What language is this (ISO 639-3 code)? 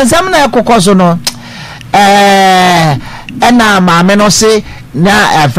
aka